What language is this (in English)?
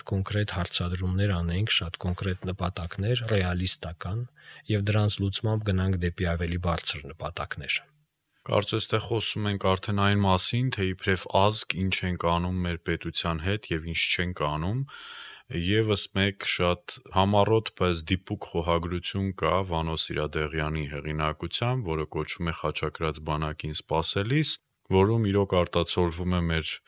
Armenian